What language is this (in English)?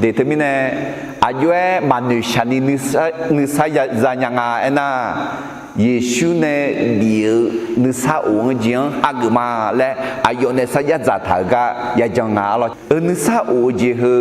Akha